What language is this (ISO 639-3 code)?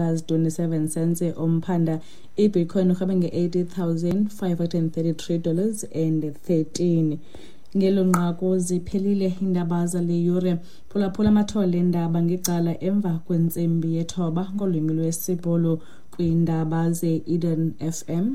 xho